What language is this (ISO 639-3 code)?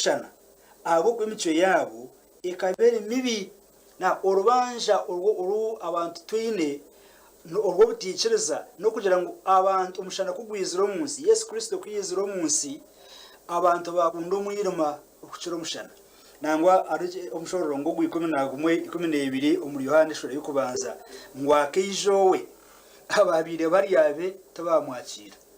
nyn